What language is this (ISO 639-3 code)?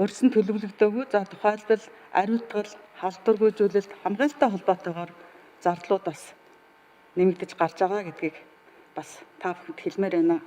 mon